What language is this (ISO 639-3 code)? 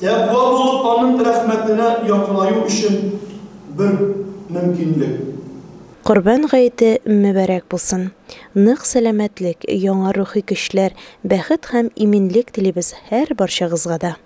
tat